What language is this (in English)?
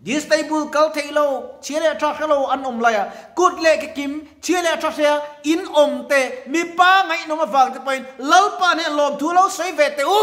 Mizo